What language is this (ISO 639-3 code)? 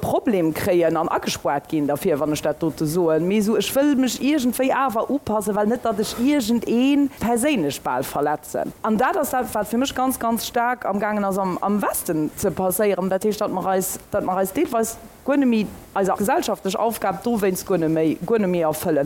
ltz